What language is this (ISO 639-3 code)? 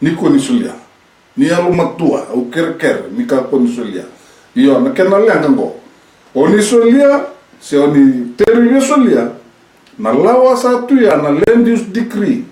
fij